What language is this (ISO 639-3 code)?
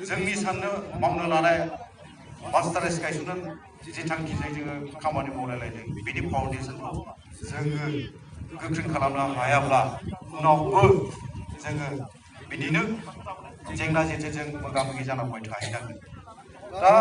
brx